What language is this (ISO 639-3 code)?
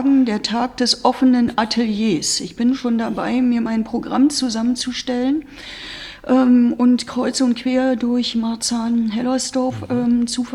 deu